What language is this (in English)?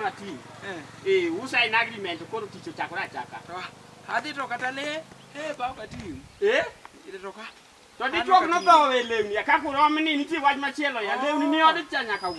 Luo (Kenya and Tanzania)